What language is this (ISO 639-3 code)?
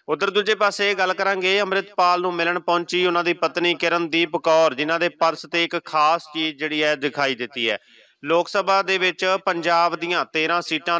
pan